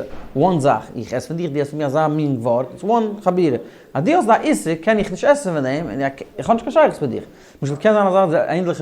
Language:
Yiddish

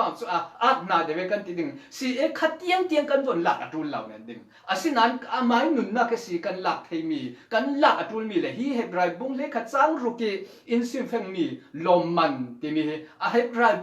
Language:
Falam Chin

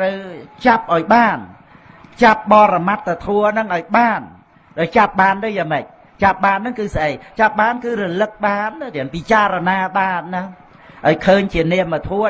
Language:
Khmer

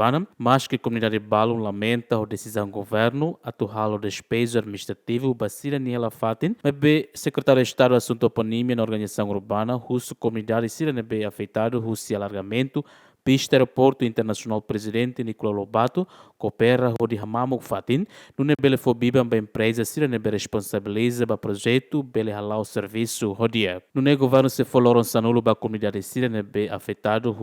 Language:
Tetum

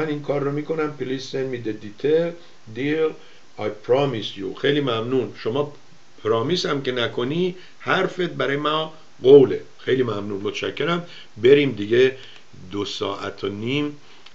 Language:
Persian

